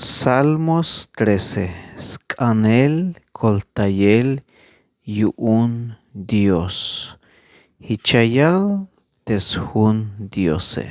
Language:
Tzeltal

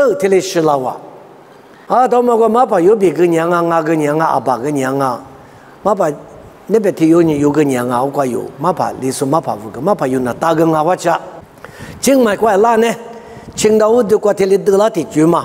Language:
Lisu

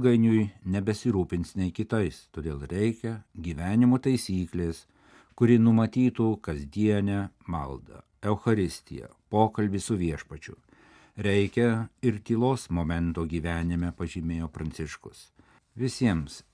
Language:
Lithuanian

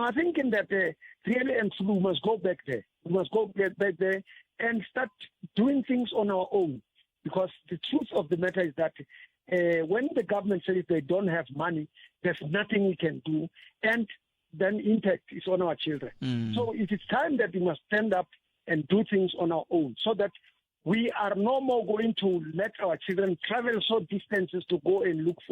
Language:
Tsonga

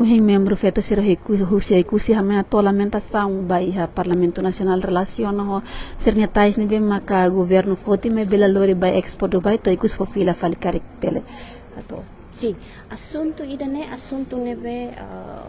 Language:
Tetum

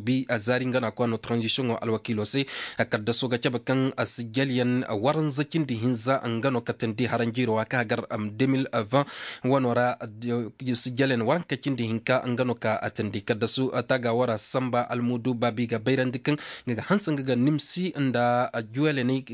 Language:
Zarma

